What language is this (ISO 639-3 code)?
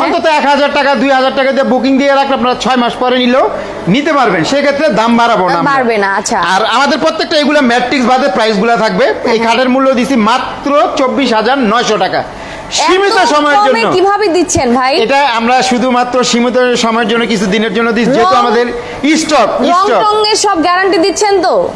ben